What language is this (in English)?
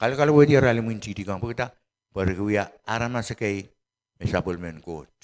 Pohnpeian